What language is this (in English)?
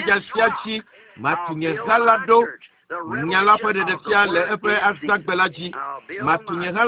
Ewe